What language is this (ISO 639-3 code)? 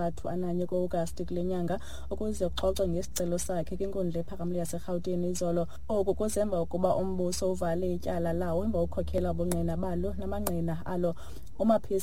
xho